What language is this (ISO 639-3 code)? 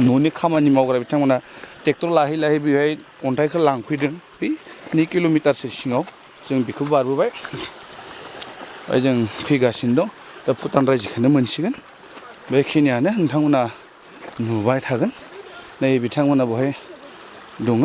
brx